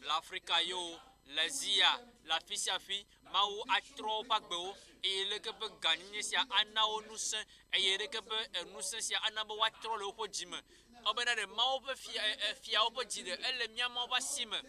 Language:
Ewe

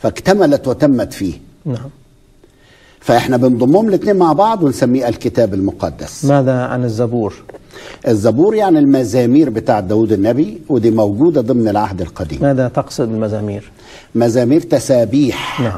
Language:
Egyptian Arabic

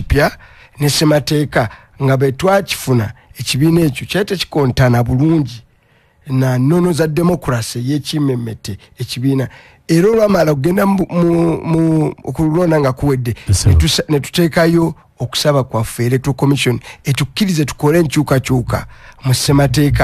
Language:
Ganda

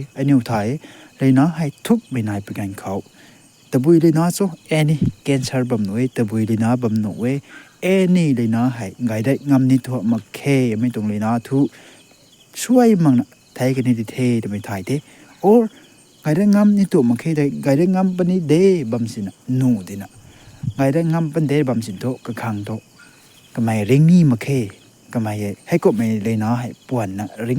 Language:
Rongmei Naga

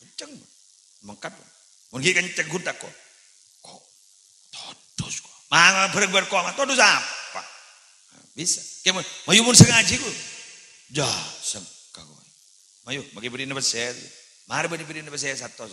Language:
Madurese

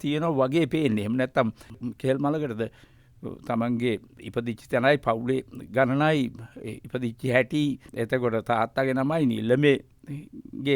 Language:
Sinhala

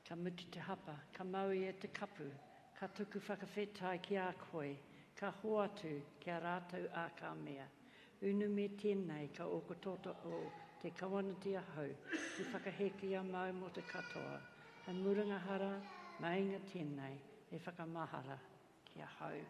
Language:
Māori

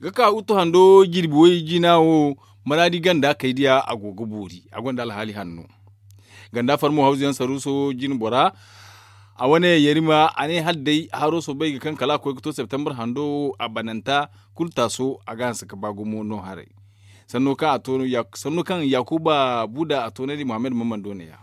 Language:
Zarma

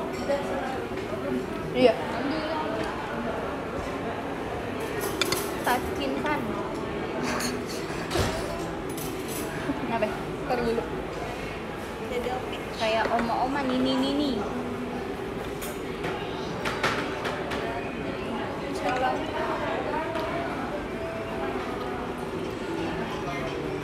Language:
Indonesian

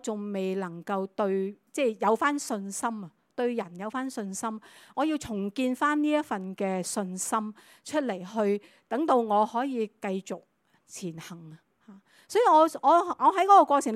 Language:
Cantonese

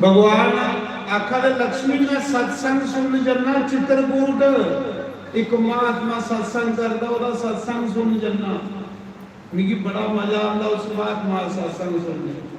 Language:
Dogri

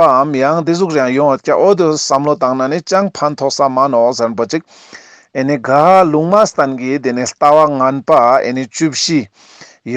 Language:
Ladakhi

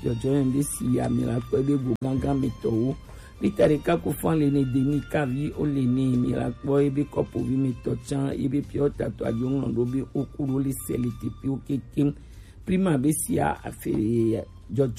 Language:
Gen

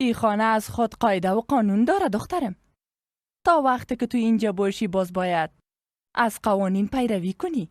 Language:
Persian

